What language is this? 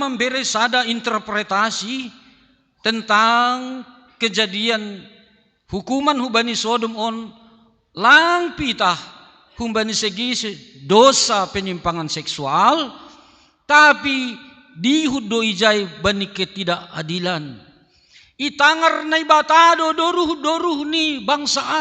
Batak Simalungun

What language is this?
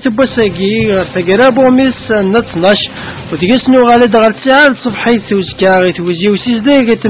Kabyle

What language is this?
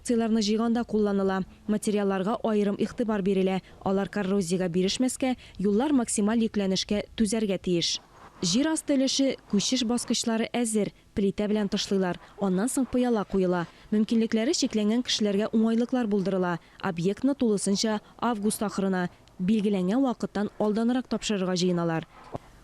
Tatar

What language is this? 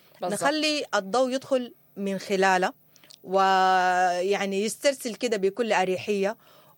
Sudanese Arabic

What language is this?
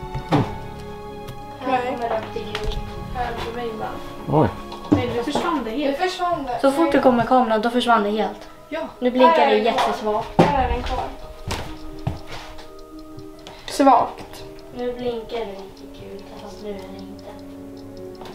Swedish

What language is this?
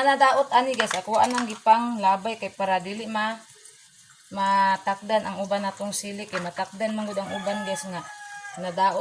Cebuano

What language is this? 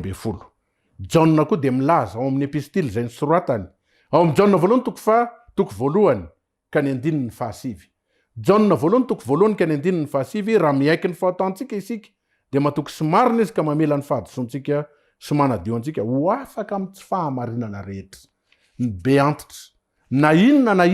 Malagasy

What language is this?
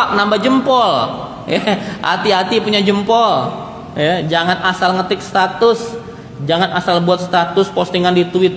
Indonesian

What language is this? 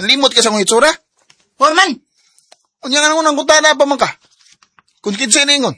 Cebuano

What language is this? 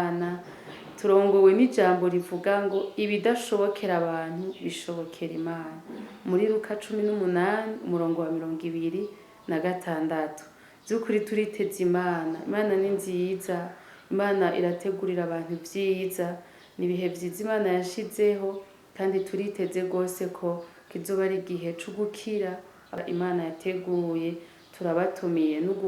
Rundi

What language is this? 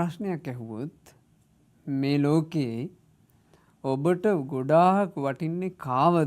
Sinhala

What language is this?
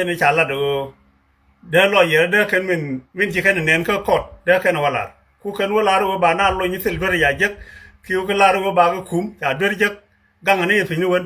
Nuer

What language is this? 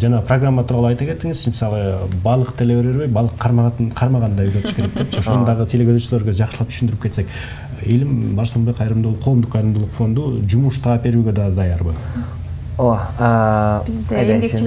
Kyrgyz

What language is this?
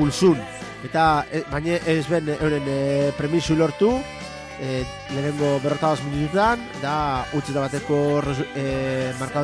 Basque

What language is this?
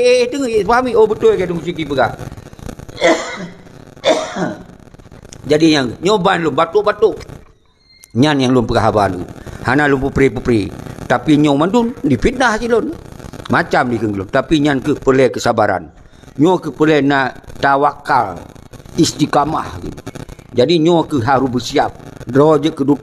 Achinese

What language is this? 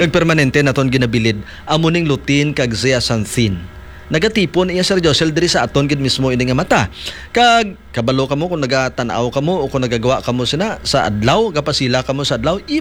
Hiligaynon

